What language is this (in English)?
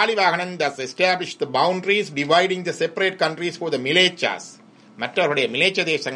Tamil